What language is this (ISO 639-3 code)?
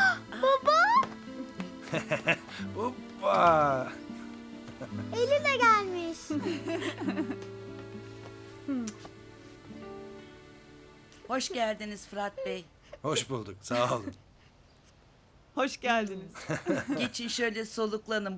tur